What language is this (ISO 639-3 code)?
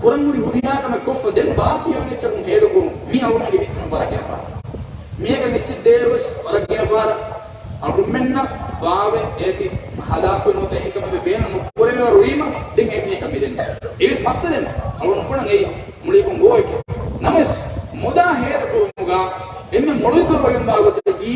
div